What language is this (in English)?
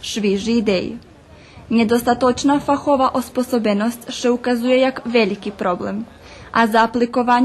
Rusyn